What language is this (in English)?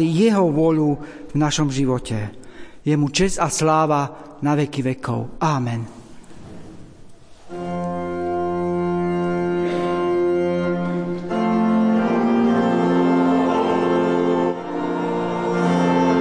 Slovak